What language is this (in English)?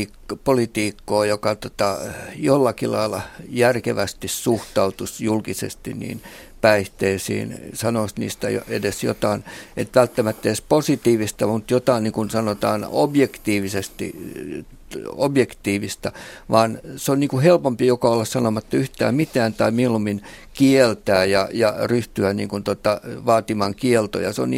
Finnish